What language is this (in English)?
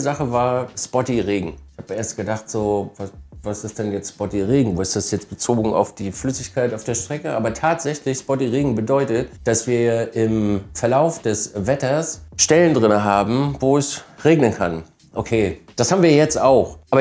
German